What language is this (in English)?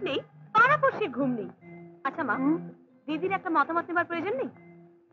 Bangla